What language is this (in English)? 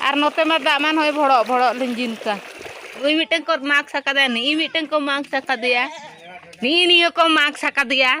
Santali